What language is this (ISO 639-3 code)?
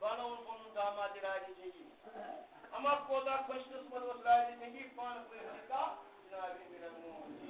kas